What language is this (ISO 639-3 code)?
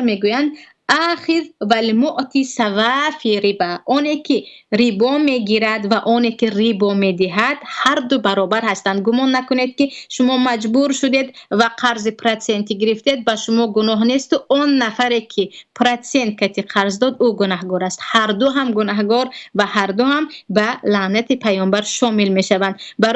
tgk